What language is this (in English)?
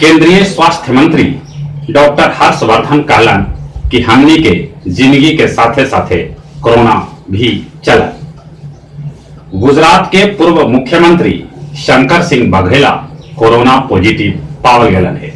Magahi